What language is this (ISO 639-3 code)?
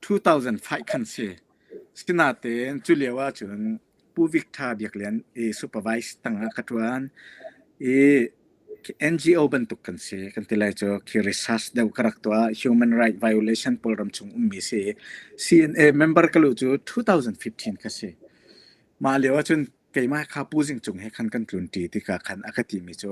cnh